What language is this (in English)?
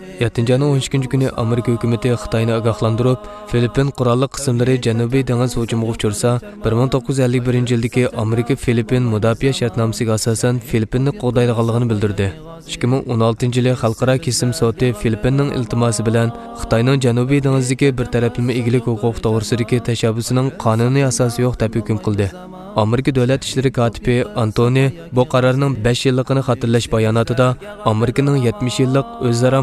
Uyghur